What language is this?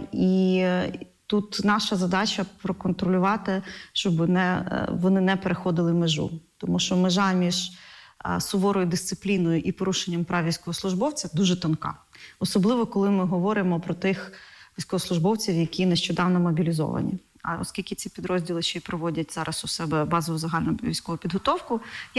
Ukrainian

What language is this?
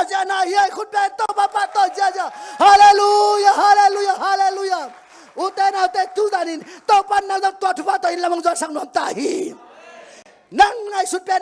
Tedim Chin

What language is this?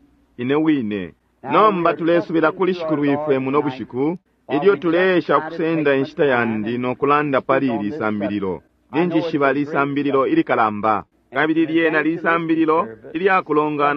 Bemba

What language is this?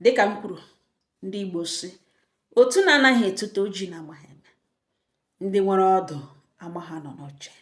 Igbo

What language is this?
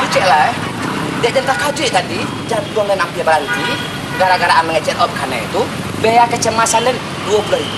Minangkabau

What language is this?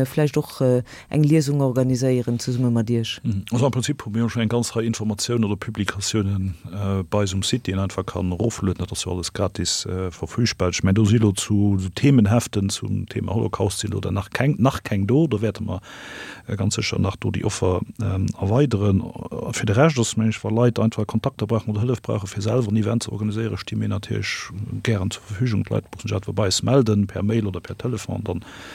Luxembourgish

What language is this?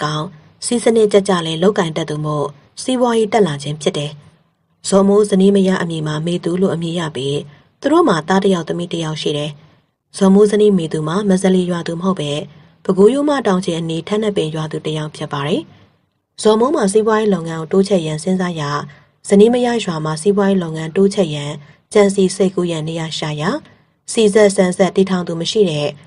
Burmese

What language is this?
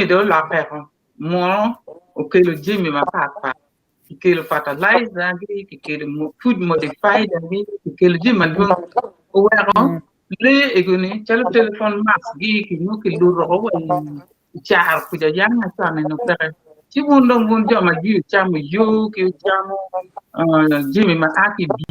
Acoli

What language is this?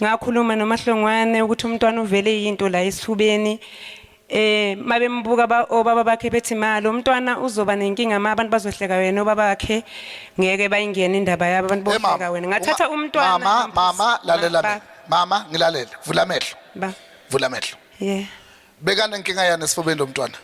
Zulu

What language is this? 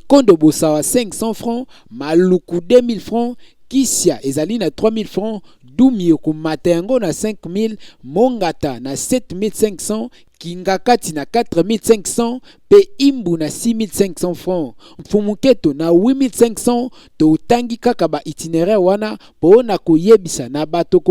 Lingala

